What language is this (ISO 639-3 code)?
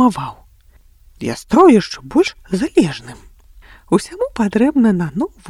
bel